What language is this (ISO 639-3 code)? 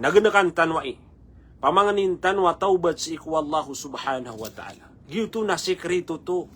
mrw